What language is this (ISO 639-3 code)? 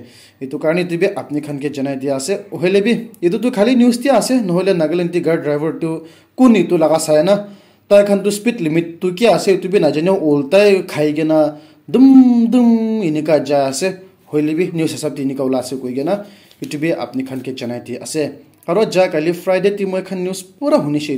nag